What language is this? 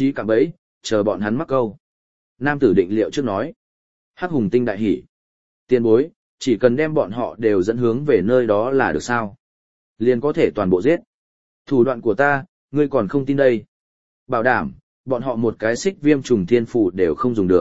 Vietnamese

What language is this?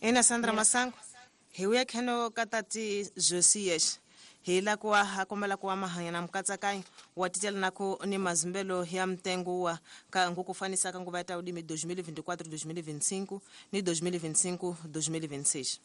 Tsonga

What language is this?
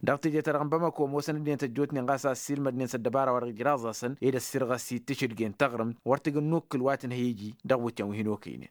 Tamasheq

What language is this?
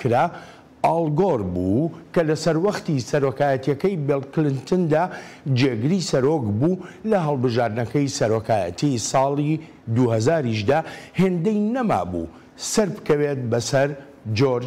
Central Kurdish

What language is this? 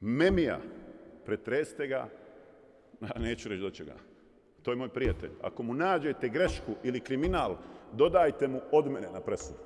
Bosnian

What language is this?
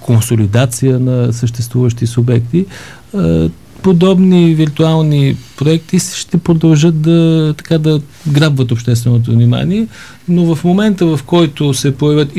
Bulgarian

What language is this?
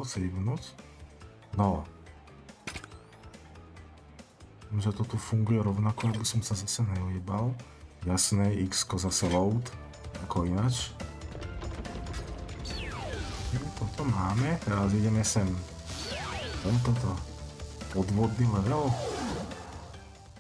Slovak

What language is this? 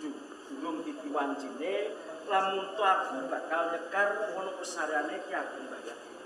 Javanese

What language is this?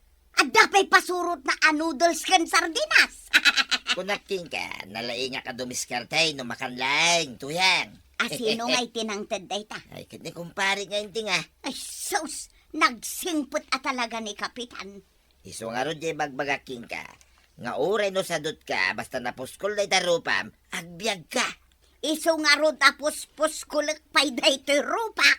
Iloko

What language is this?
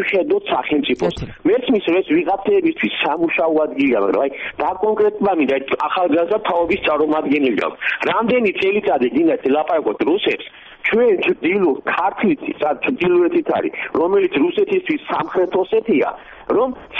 Georgian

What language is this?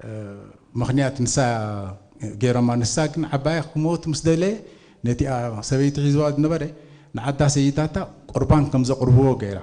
Tigrinya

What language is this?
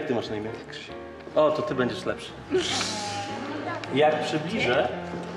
Polish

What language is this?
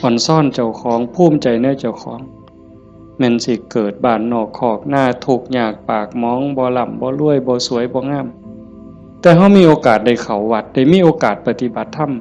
Northeastern Thai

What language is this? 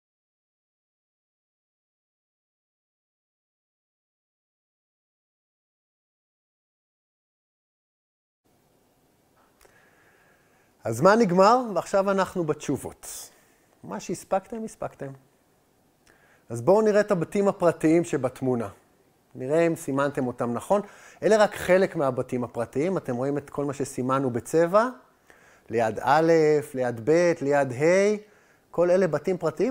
Hebrew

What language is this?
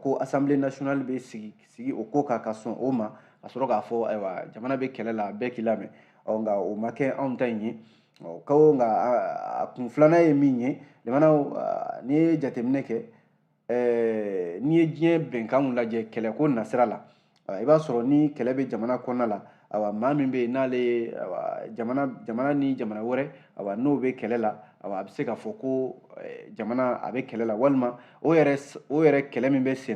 Bambara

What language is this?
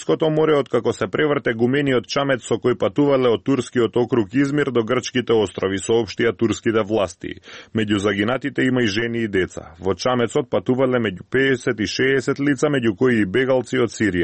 Macedonian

